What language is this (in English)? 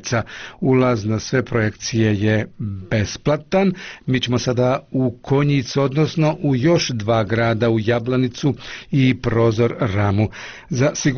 Bosnian